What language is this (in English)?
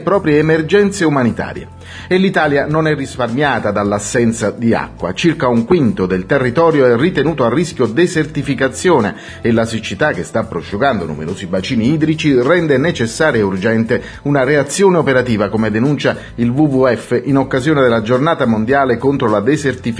Italian